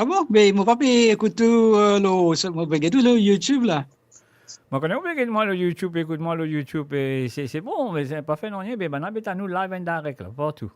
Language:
Morisyen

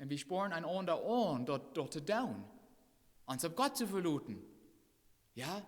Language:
Plautdietsch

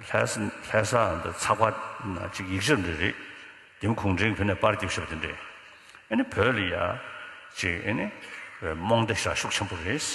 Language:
Tibetan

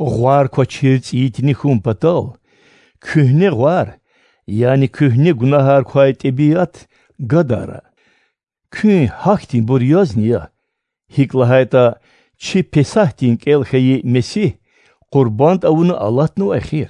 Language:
Lezghian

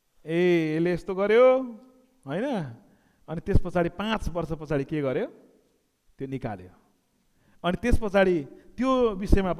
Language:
Nepali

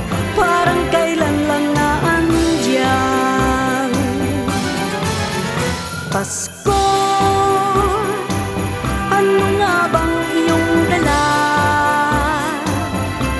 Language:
Filipino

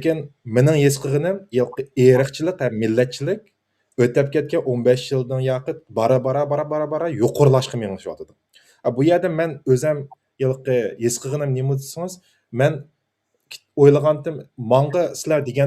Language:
Uyghur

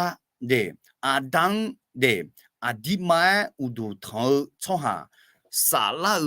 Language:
Akha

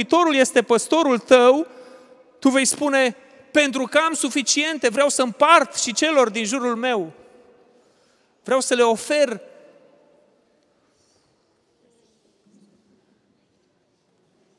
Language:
Romanian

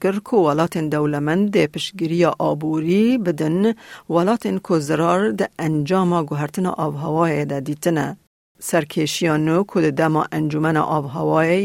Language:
Kurdish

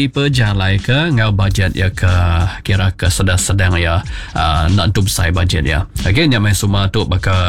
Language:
Iban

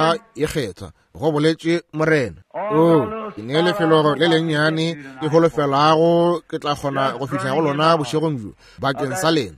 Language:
Northern Sotho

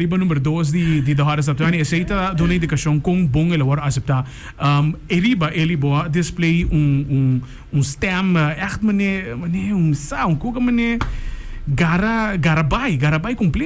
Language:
Papiamento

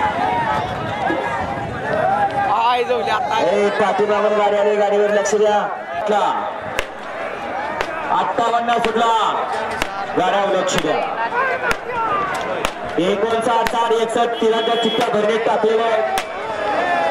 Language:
Marathi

